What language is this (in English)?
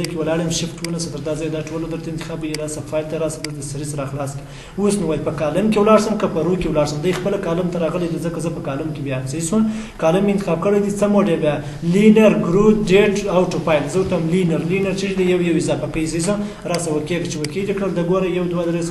Pashto